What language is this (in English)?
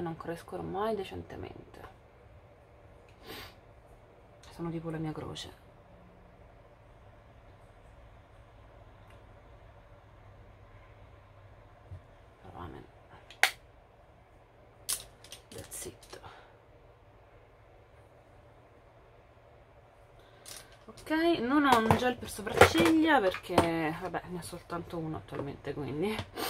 Italian